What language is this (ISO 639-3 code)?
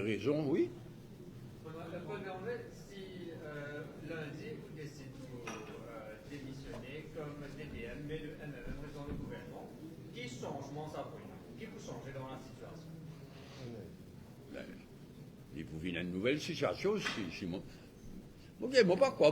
mfe